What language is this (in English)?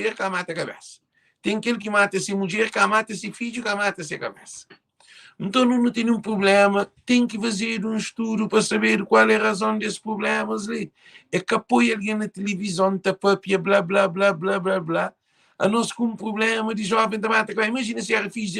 Kabuverdianu